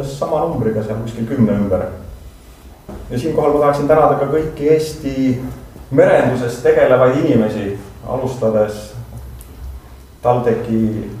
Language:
Estonian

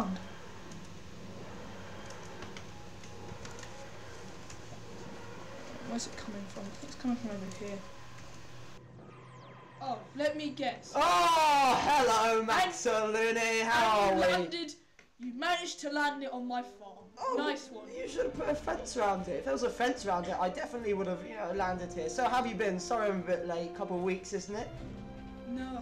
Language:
English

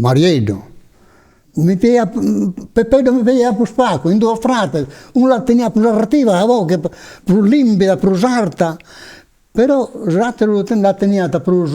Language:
Sardinian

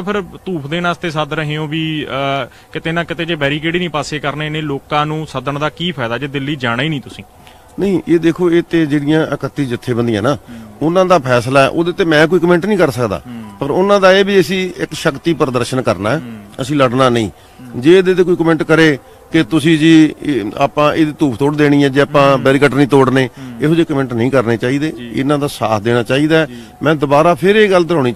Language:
Punjabi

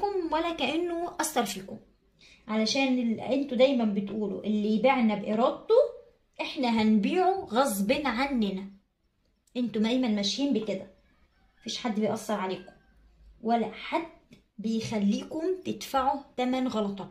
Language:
Egyptian Arabic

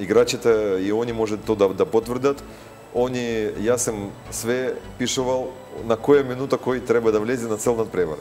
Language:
Macedonian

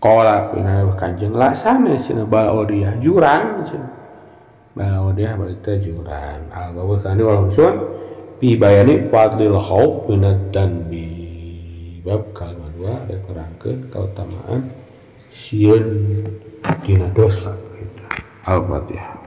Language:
Sundanese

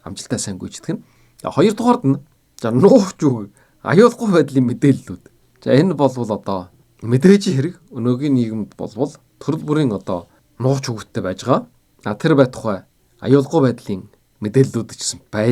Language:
Mongolian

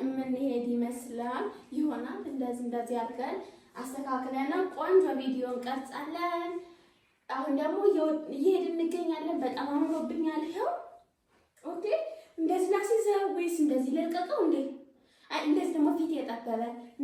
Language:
Amharic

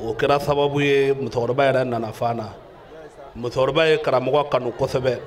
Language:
Bambara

